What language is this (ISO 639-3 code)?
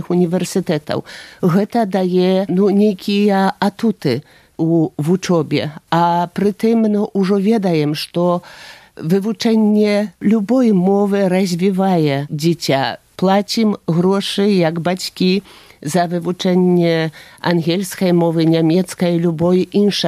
bel